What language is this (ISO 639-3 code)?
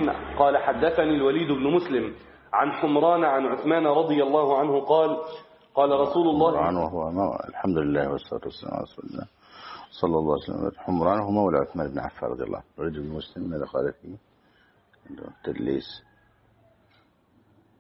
ara